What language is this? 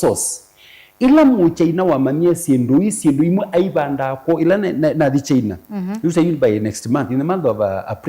Kamba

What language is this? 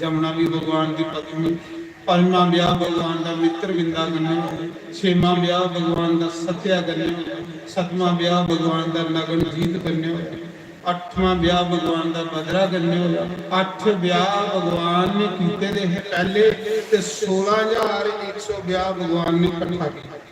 Dogri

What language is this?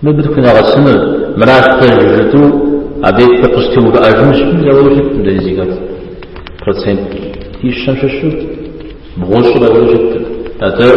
Kabardian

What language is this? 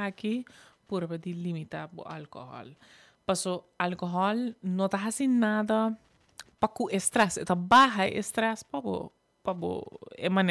Papiamento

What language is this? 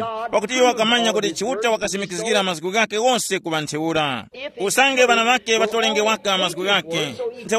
Tumbuka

